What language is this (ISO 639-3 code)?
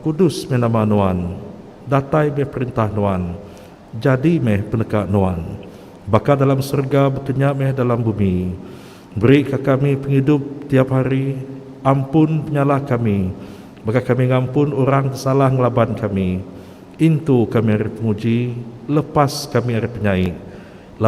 iba